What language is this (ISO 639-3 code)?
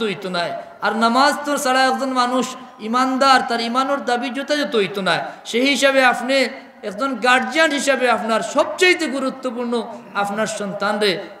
syl